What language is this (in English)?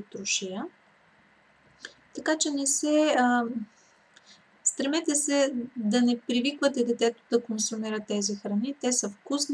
Bulgarian